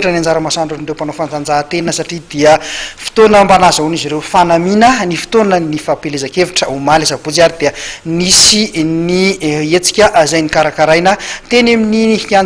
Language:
Malagasy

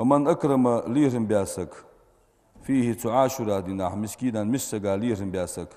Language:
Ingush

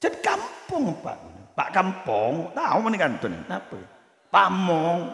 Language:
Madurese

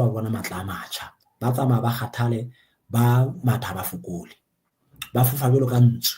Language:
Southern Sotho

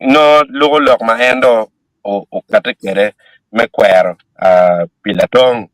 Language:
Acoli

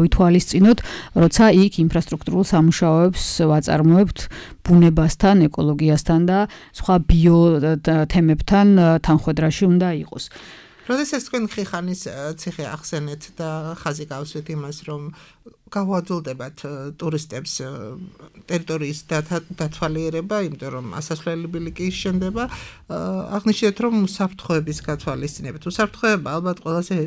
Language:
Georgian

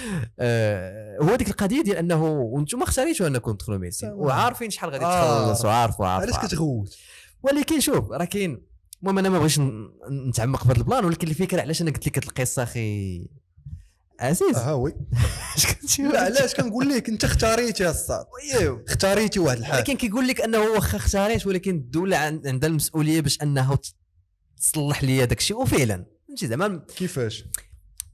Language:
Moroccan Arabic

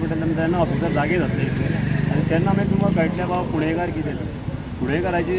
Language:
Konkani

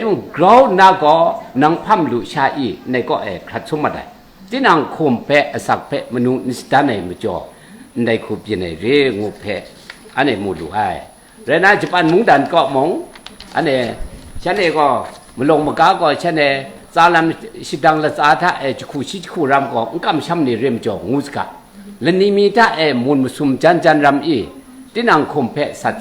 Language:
Kachin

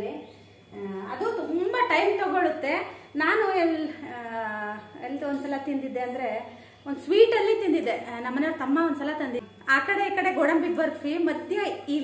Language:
Kannada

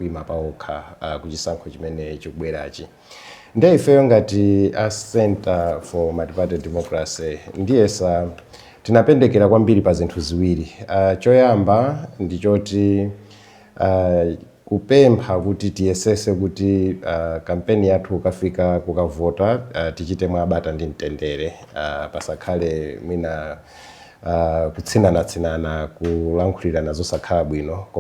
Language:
Nyanja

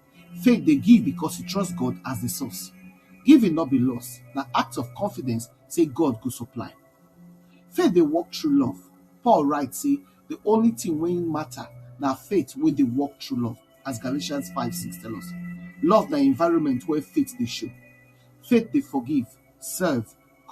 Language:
Nigerian Pidgin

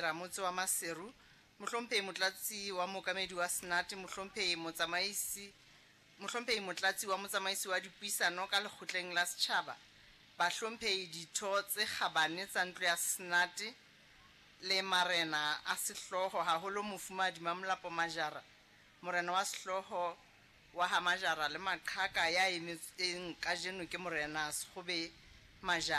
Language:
Southern Sotho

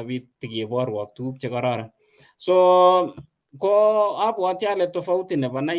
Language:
Kalenjin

